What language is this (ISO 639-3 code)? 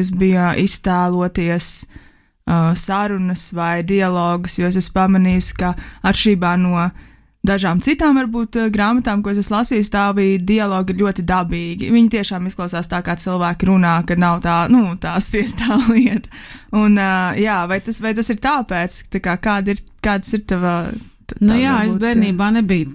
lav